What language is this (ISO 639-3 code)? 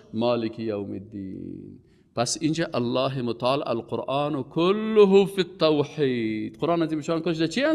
fas